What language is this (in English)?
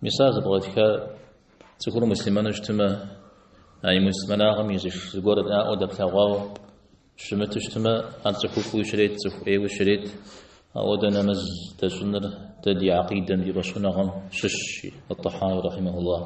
Kabardian